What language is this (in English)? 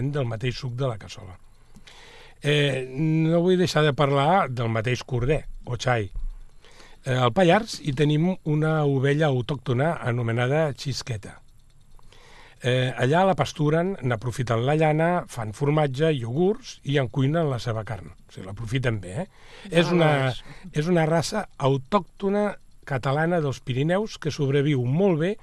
Catalan